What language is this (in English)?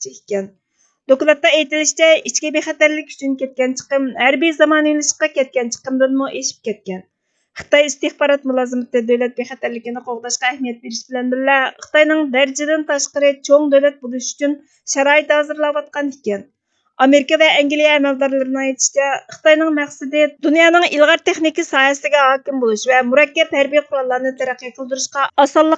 Uyghur